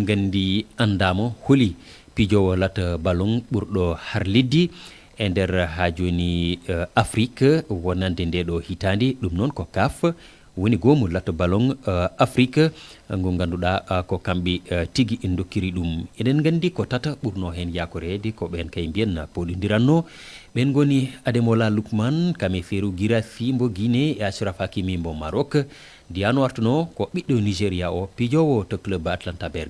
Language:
Fula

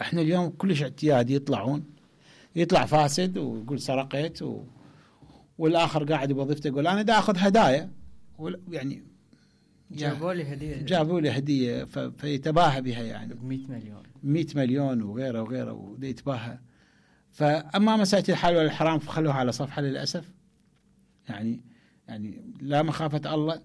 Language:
Mesopotamian Arabic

